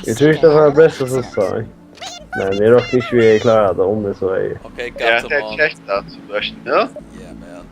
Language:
Faroese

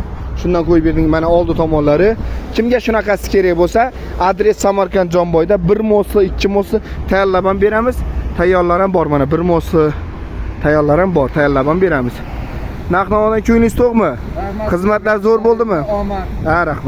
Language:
Uzbek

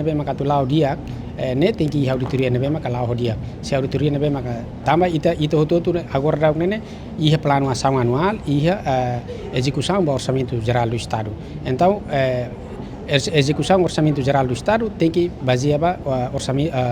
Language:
Tetum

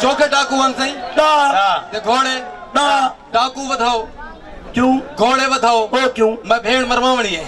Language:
Saraiki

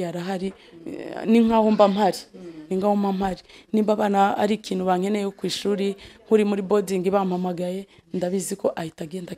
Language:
Kinyarwanda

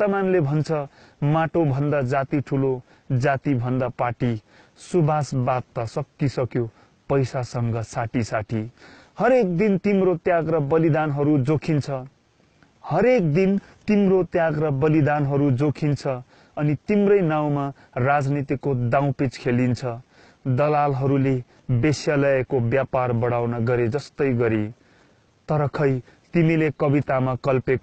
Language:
Nepali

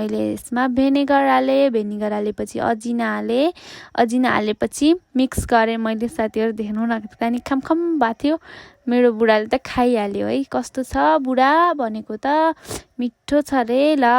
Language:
Nepali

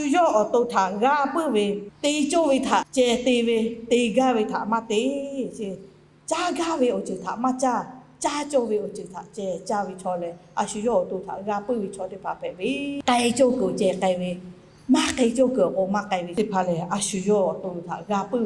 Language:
Lahu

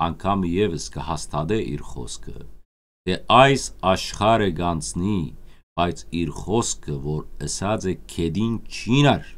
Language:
Western Armenian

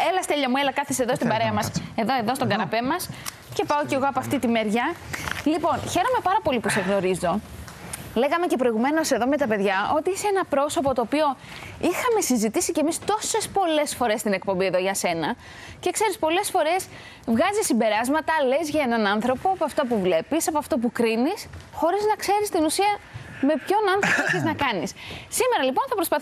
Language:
Greek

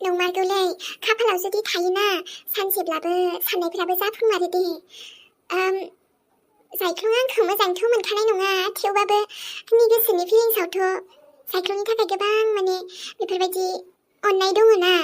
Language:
Bodo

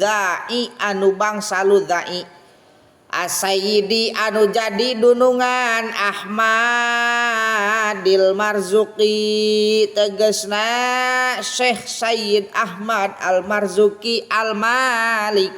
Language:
Sundanese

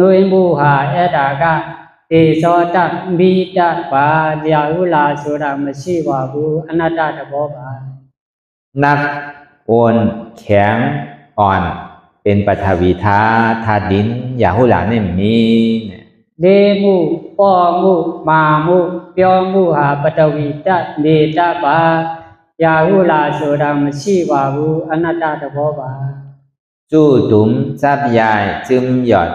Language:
Shan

